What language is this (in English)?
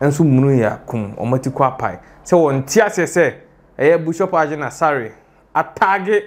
Akan